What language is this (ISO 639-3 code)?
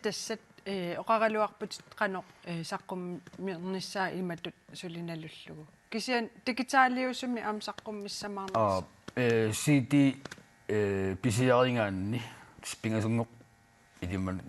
kal